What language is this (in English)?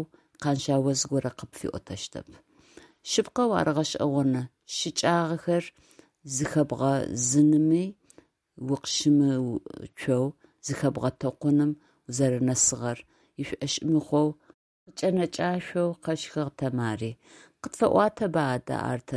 Adyghe